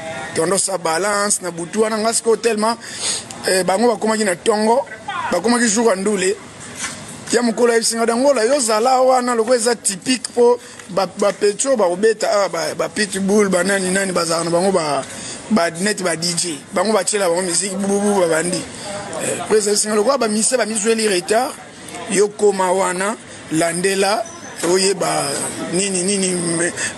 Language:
Lingala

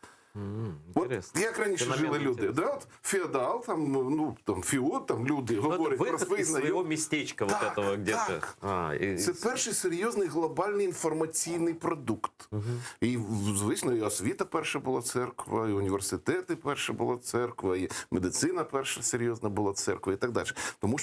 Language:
Crimean Tatar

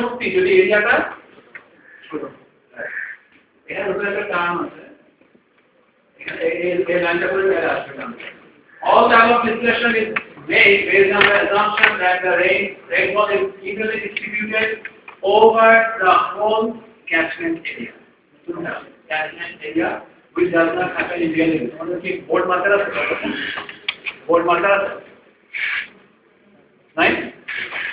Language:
Bangla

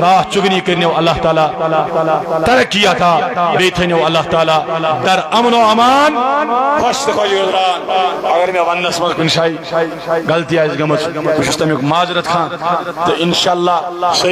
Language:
Kashmiri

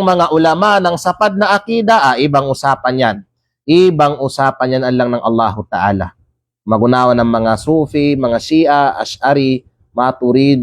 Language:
Kalagan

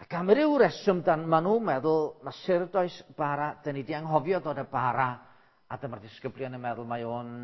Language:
Welsh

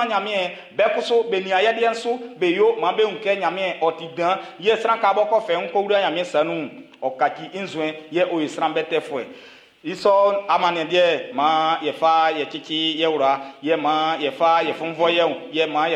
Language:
Baoulé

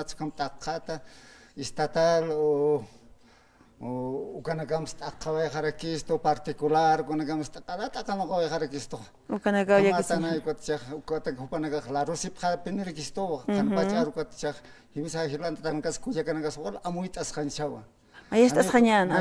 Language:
Aymara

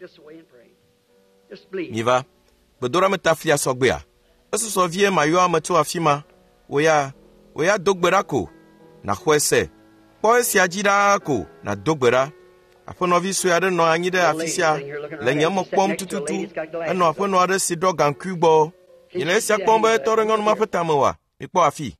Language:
Ewe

